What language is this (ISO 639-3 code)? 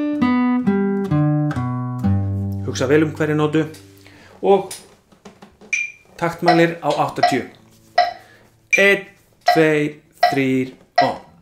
isl